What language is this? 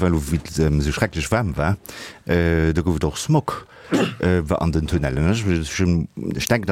Luxembourgish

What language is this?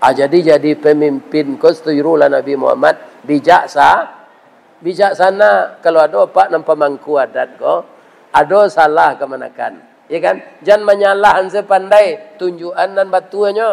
Minangkabau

